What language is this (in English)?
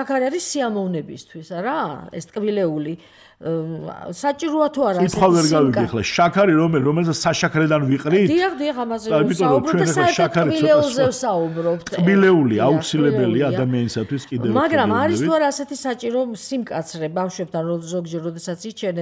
Georgian